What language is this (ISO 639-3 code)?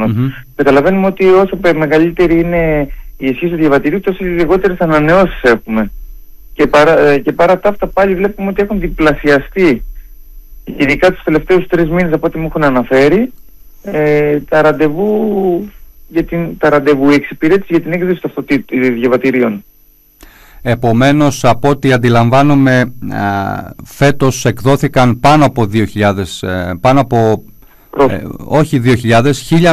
ell